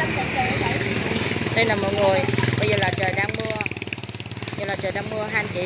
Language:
Vietnamese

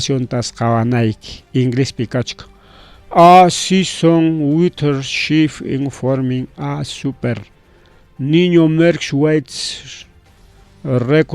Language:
Ayacucho Quechua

